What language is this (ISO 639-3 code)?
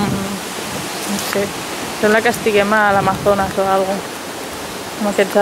cat